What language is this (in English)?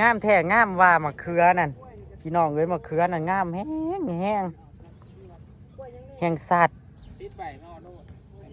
Northeastern Thai